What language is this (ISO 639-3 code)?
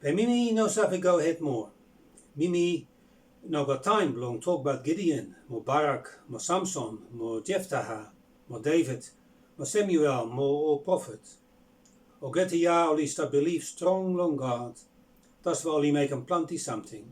bis